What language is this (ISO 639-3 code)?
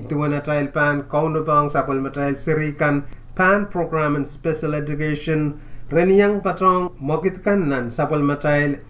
pon